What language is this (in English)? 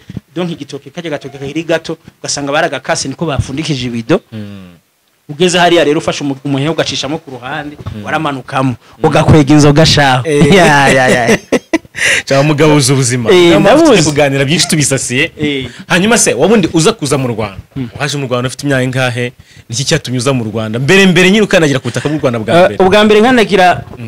Rundi